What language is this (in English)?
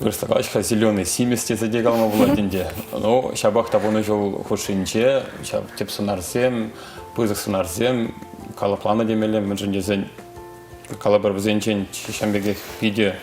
Chuvash